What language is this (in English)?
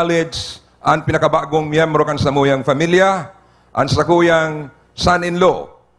Bikol